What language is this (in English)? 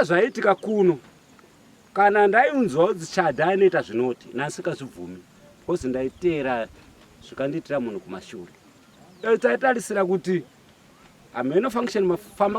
Shona